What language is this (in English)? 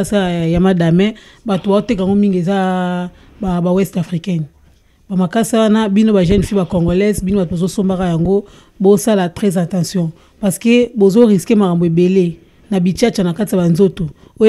Lingala